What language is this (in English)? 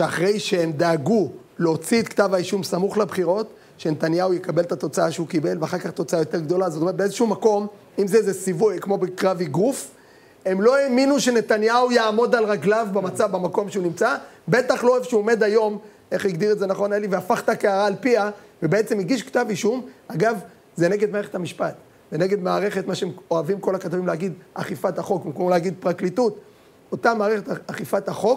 Hebrew